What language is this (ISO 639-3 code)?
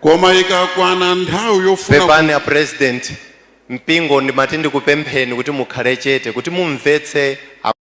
nya